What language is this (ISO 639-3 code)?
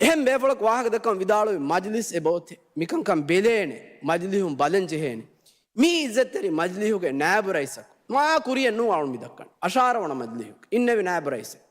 div